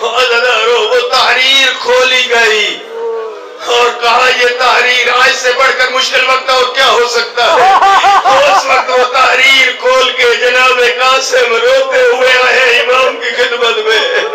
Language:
Urdu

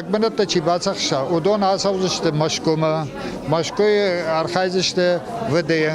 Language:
Ossetic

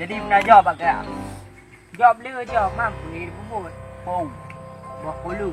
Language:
Achinese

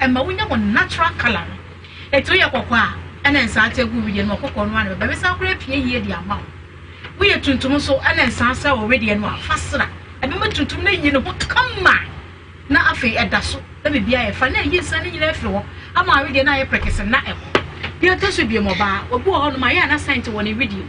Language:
Akan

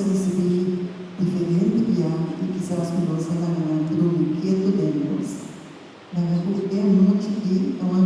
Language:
Papiamento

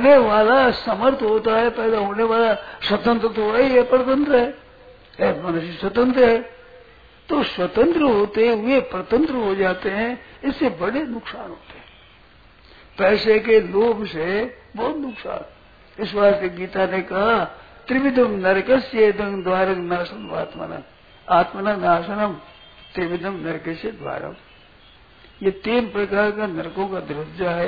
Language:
Hindi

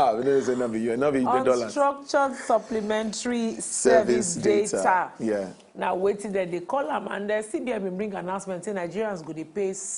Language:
Nigerian Pidgin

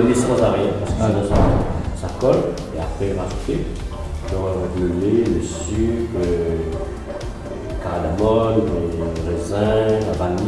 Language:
Réunion Creole French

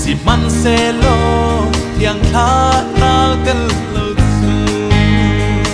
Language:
Hakha Chin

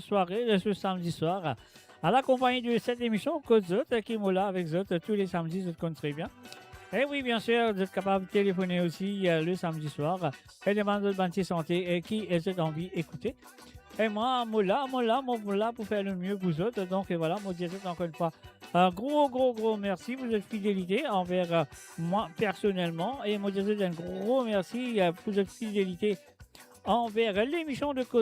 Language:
Morisyen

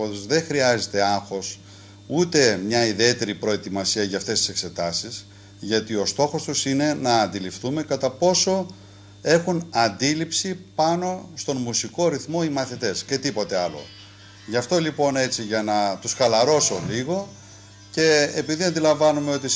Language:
Greek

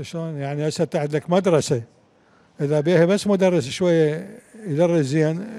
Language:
Mesopotamian Arabic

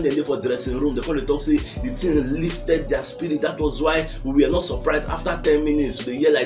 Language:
Nigerian Pidgin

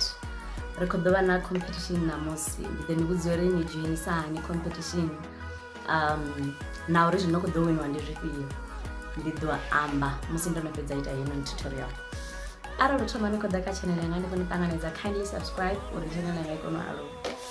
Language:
Venda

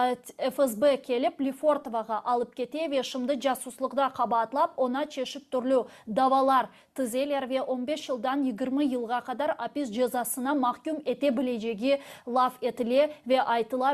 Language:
Crimean Tatar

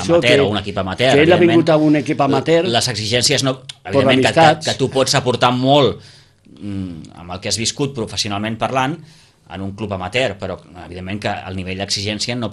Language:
Catalan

